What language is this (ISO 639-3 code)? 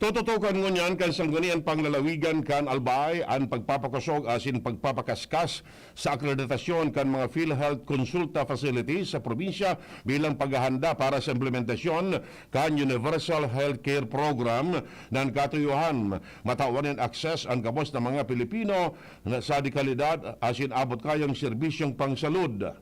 bik